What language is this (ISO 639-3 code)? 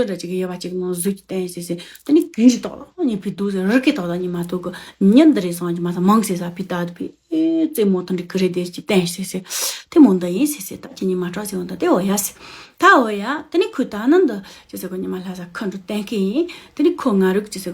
bod